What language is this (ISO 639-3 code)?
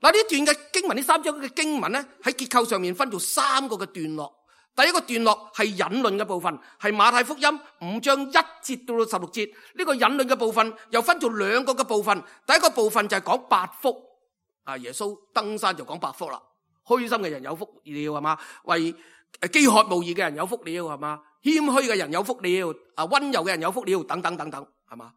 yue